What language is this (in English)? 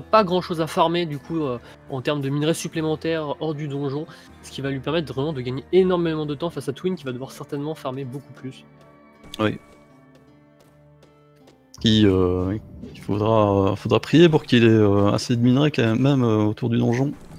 French